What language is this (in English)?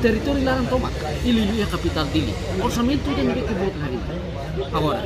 Tetum